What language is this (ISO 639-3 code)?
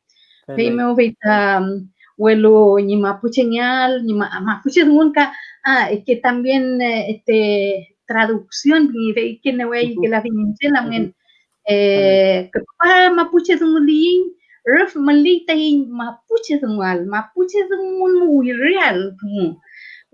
arn